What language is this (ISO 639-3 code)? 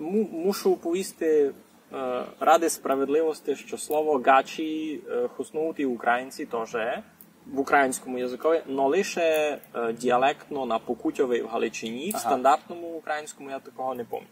rue